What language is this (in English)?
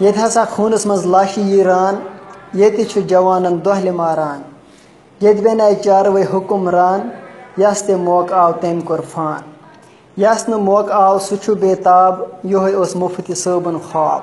Kashmiri